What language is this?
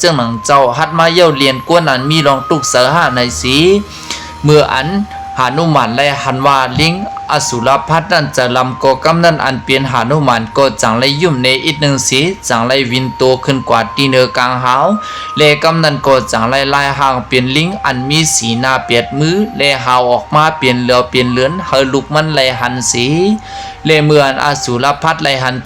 Shan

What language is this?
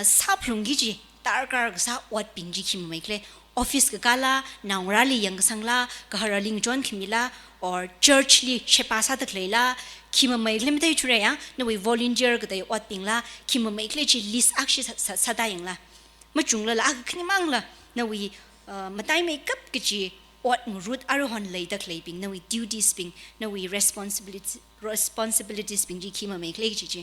Tangkhul Naga (India)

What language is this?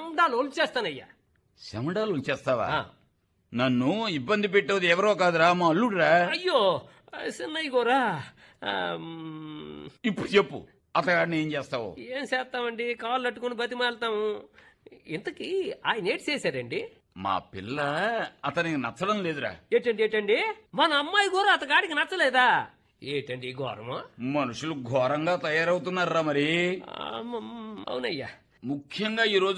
Telugu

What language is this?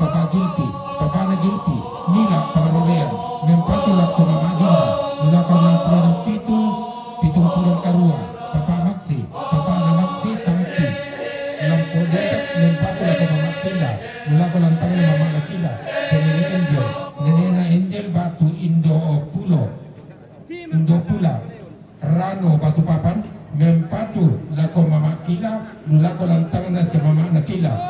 Toraja-Sa'dan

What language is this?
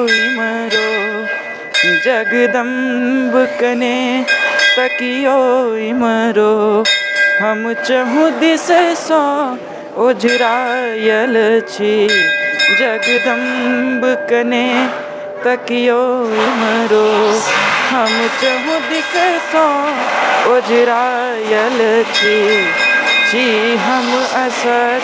Maithili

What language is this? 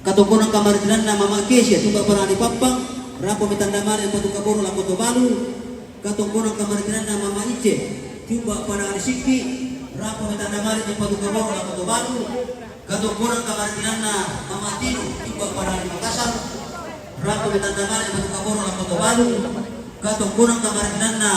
Toraja-Sa'dan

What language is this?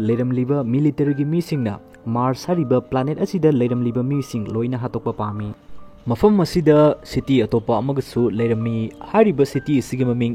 Manipuri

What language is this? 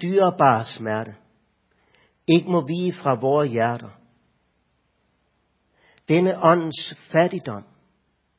Danish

